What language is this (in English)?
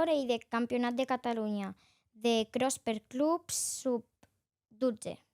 Occitan